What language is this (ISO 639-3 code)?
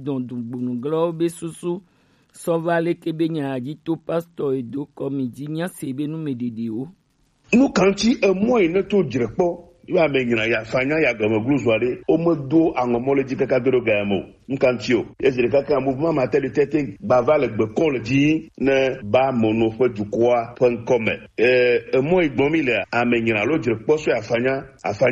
gej